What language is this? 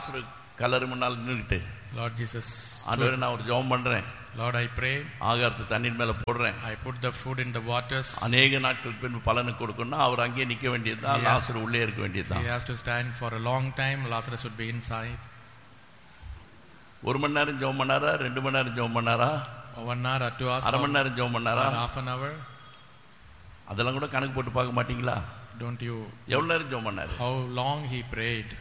Tamil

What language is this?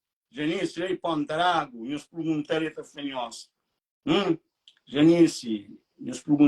Kabuverdianu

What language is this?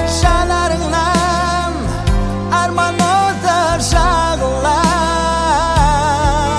Kazakh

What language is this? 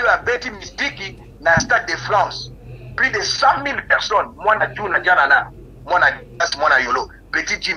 Lingala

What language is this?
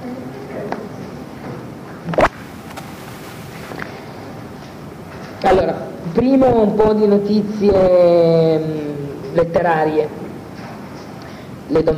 Italian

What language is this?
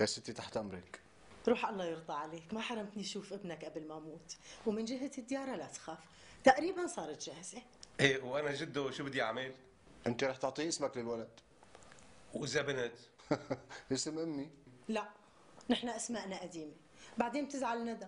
North Levantine Arabic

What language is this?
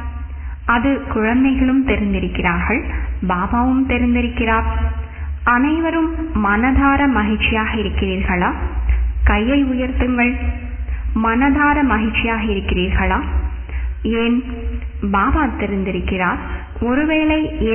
Tamil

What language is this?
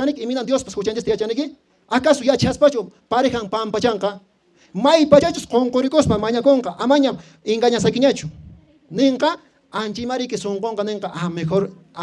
Quechua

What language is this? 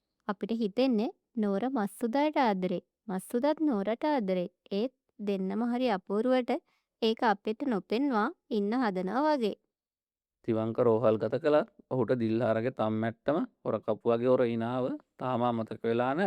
Sinhala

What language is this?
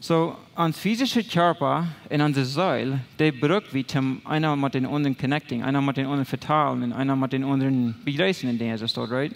Plautdietsch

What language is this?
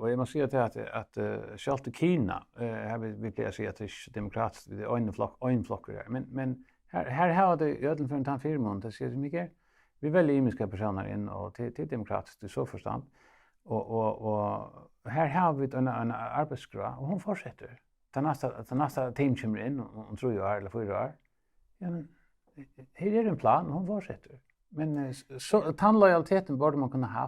Faroese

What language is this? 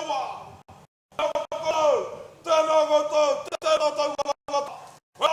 Māori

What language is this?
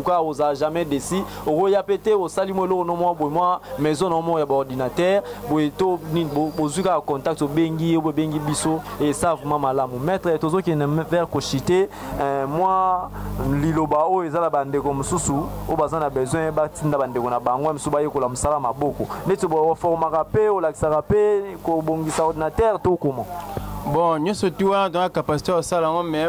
Lingala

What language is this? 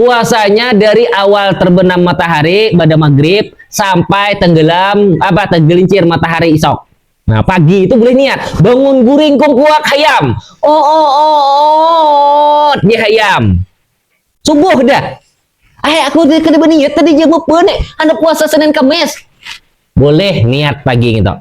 Banjar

